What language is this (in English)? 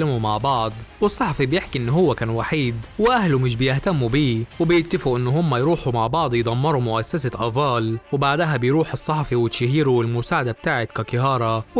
Egyptian Arabic